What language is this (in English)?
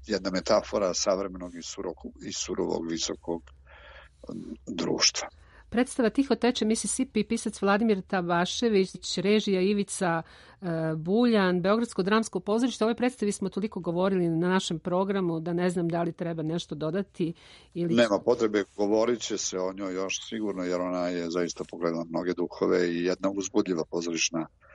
Serbian